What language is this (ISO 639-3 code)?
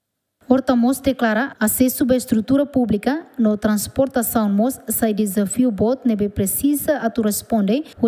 tet